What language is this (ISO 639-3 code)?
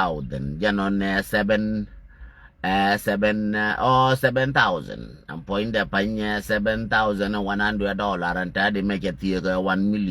nus